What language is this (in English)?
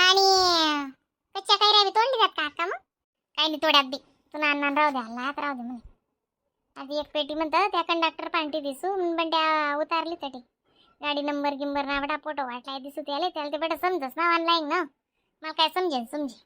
Khandesi